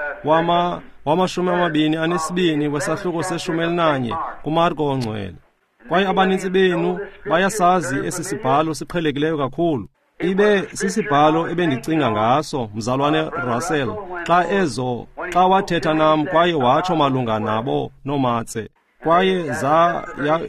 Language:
Xhosa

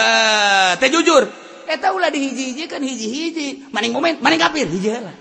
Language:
Sundanese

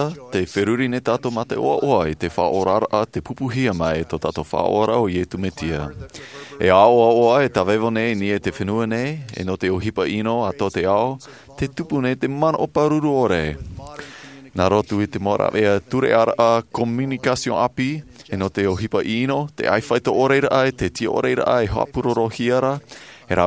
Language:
Tahitian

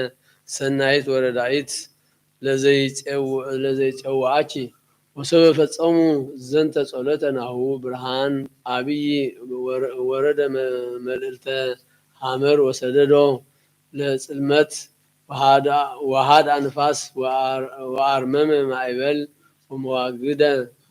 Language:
Geez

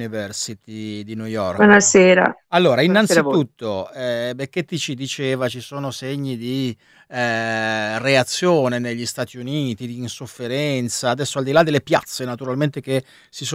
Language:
Italian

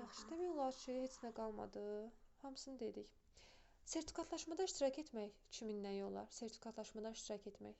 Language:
Azerbaijani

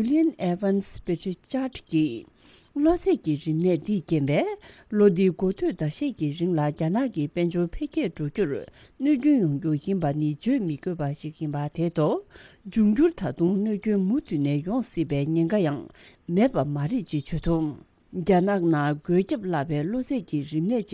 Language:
Tibetan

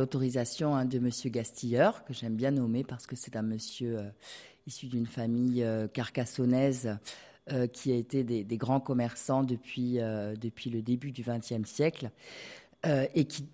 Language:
French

